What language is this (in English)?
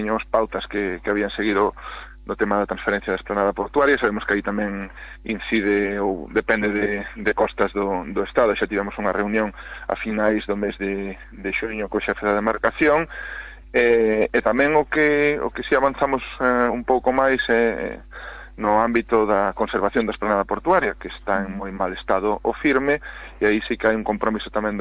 Galician